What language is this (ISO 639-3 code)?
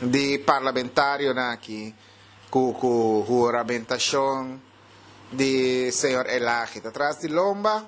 pap